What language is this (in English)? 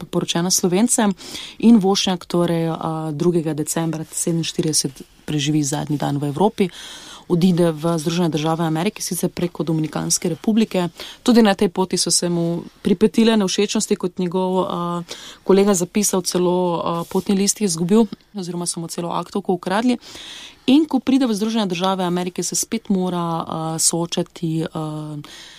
Slovenian